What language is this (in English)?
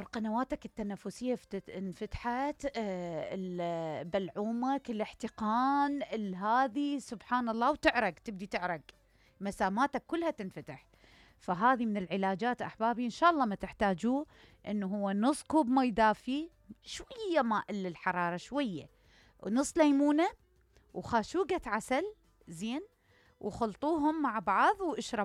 Mesopotamian Arabic